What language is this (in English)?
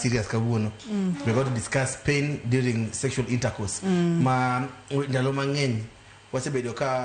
Luo (Kenya and Tanzania)